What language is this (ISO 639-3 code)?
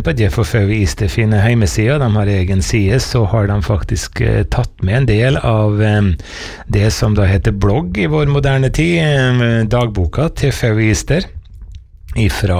nor